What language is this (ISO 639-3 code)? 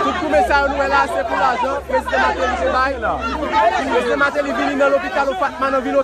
hat